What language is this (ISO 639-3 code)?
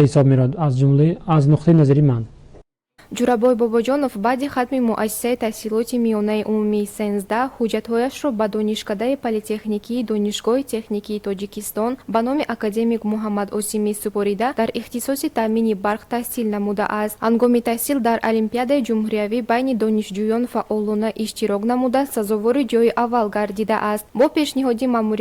tgk